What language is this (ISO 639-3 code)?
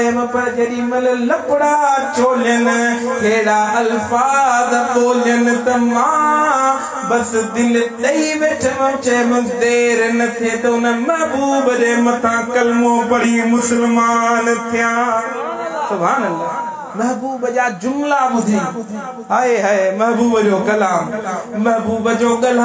snd